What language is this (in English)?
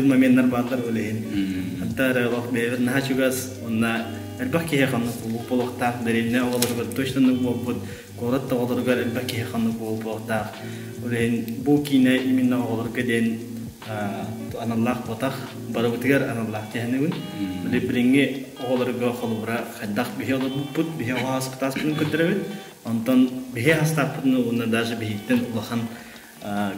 Yakut